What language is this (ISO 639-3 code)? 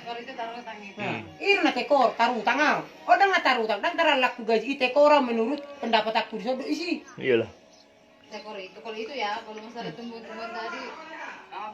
bbc